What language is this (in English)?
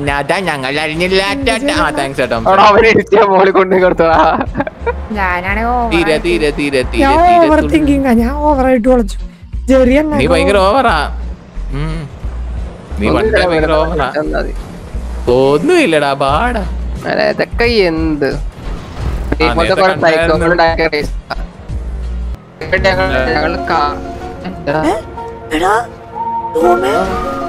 Malayalam